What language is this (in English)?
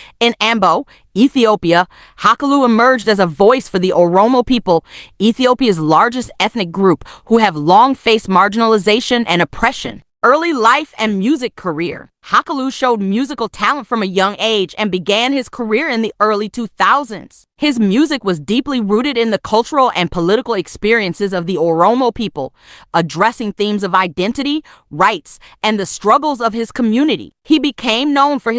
English